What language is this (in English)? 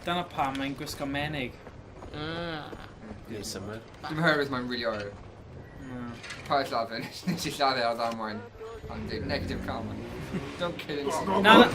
Welsh